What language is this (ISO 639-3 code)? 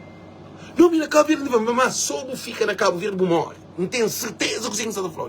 kea